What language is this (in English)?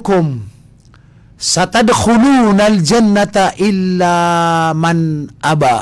Maranao